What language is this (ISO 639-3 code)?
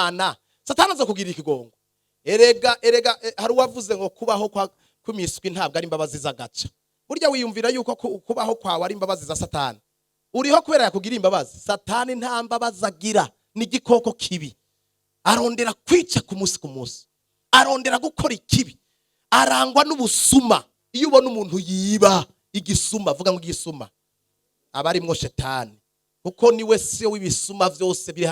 run